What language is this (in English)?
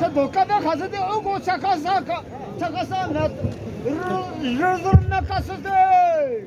Chokri Naga